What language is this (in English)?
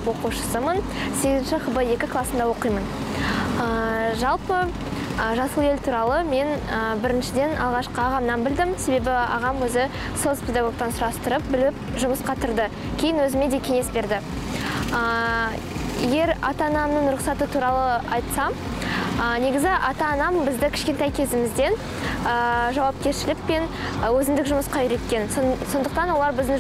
Kazakh